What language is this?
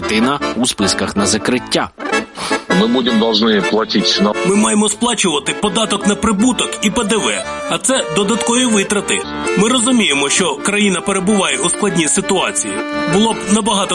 Ukrainian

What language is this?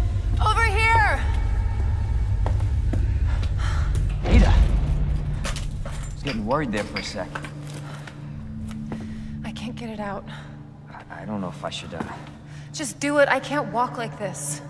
English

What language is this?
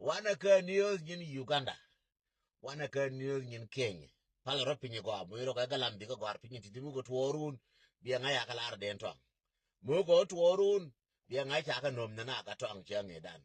Nuer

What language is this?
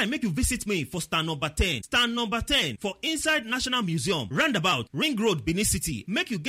Nigerian Pidgin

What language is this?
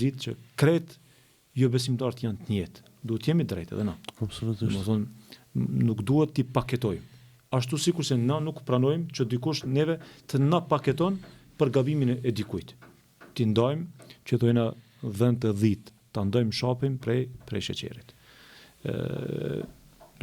Albanian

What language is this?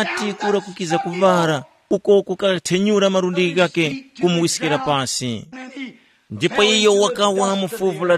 Tumbuka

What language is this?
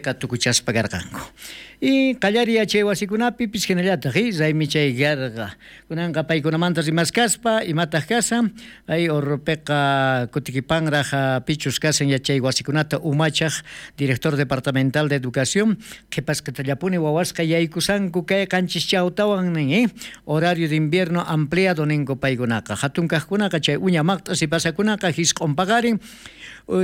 South Bolivian Quechua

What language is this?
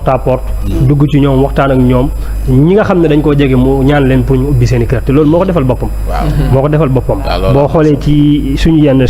Wolof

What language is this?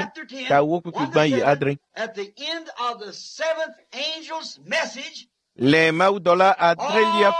Ewe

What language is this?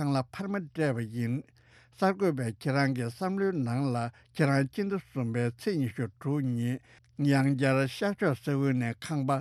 Tibetan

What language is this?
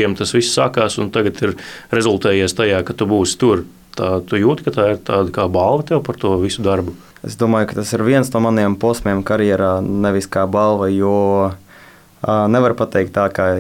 Latvian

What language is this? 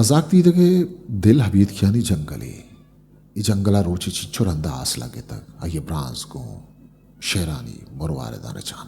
Eastern Balochi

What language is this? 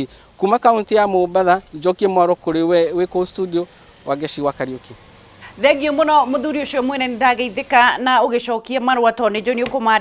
Kikuyu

